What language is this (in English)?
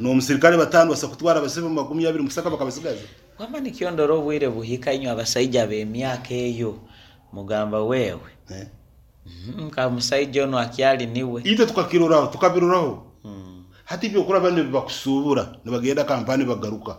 Nyankole